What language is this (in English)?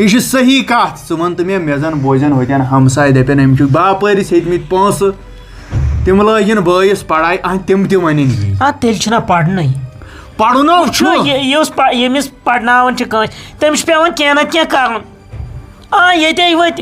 Kashmiri